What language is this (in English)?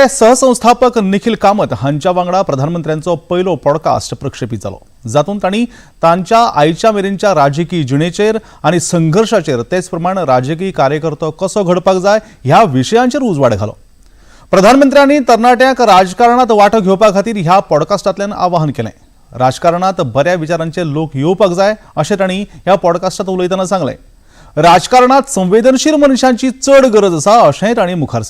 Konkani